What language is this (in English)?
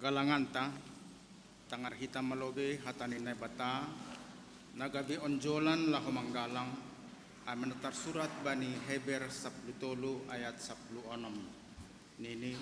Batak Simalungun